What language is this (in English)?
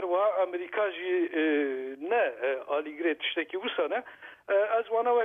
Kurdish